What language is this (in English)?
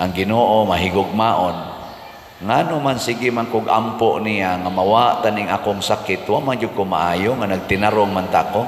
Cebuano